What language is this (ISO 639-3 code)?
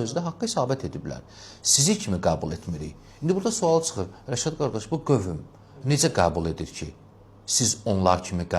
aze